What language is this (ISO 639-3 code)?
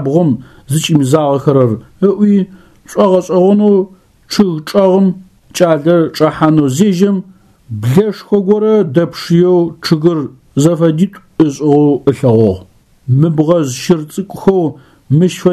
ady